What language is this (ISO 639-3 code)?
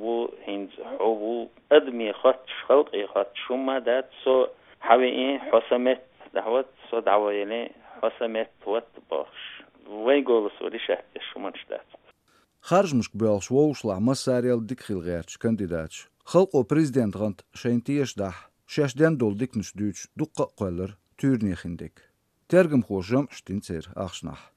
che